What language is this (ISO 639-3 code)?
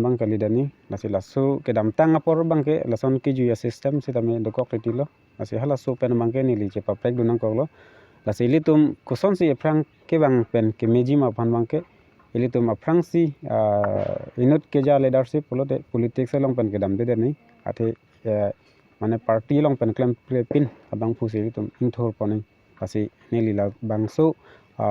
mjw